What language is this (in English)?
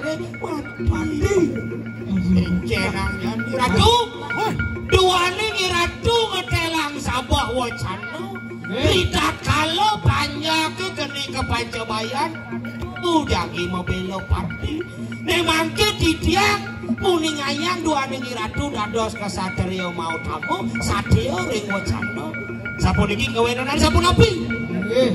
Balinese